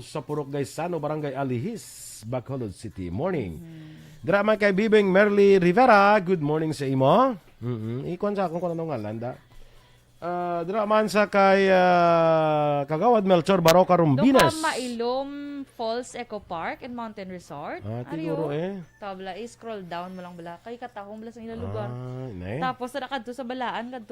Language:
Hiligaynon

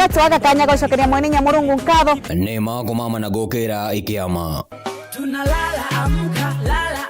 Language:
Meru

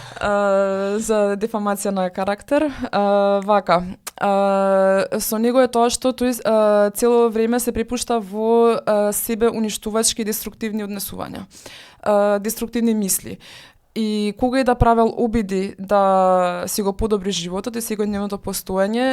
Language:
Macedonian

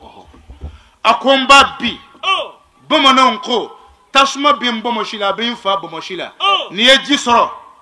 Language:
Bambara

